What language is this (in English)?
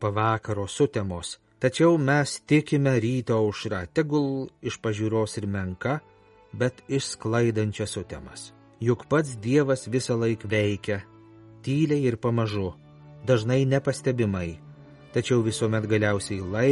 Lithuanian